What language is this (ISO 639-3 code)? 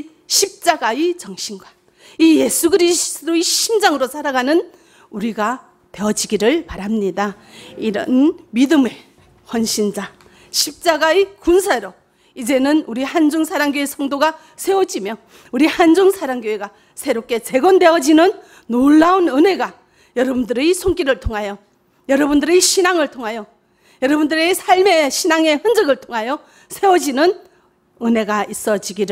kor